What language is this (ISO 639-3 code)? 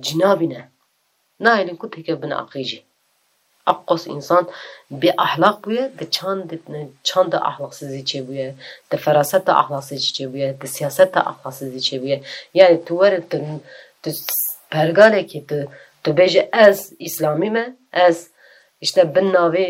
kur